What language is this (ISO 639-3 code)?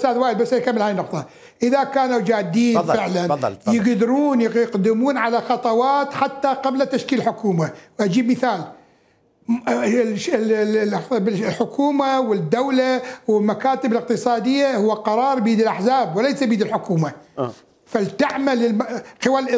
acm